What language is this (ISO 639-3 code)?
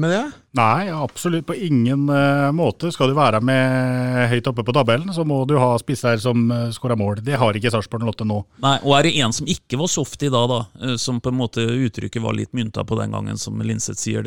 nor